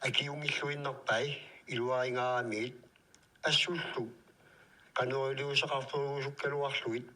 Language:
Kalaallisut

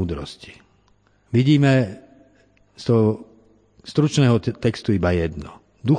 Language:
Slovak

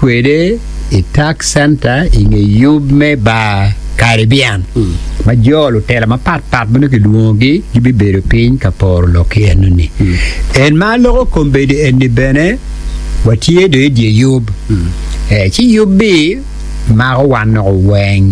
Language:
Acoli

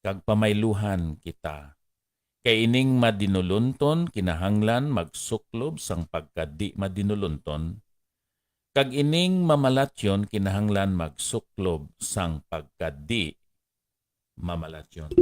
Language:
Hiligaynon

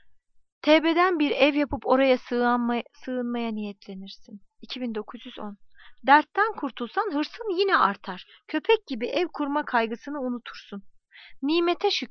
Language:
Turkish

